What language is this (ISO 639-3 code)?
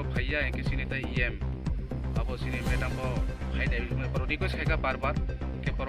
trp